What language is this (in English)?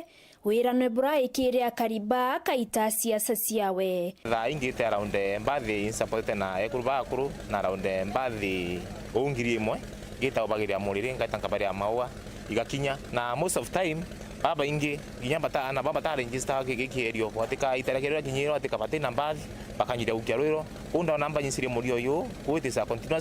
Meru